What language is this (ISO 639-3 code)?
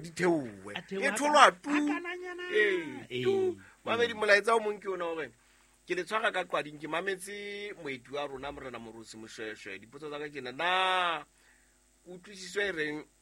sot